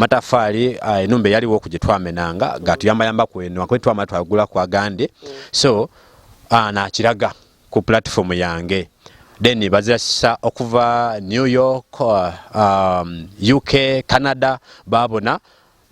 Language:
Ganda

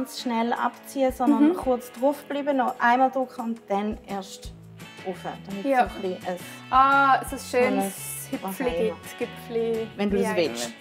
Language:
Swiss German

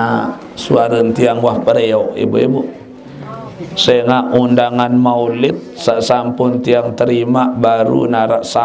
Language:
Sasak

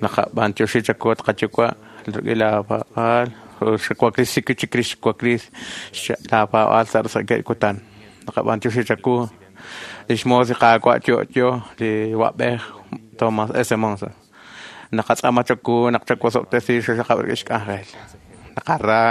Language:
Kekchí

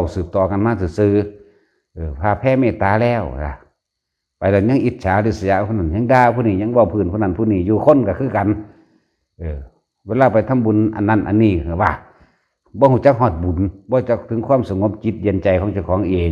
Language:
Lao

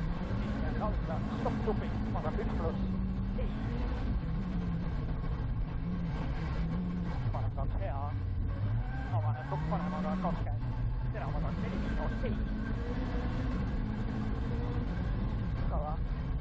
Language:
Estonian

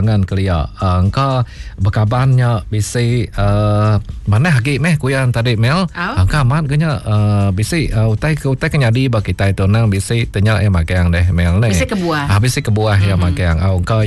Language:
Iban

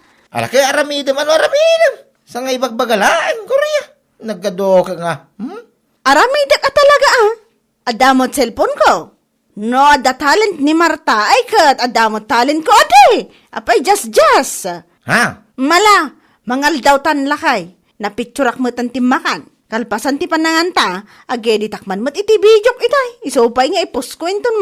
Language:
Iloko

